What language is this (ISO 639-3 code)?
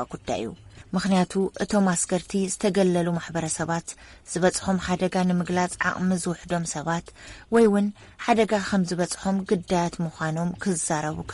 tir